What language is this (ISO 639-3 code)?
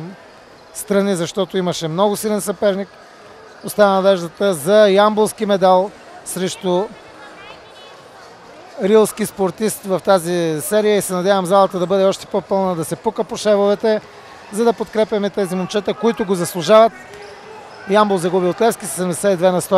bul